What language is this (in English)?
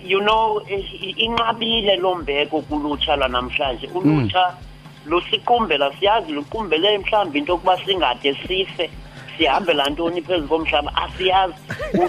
Xhosa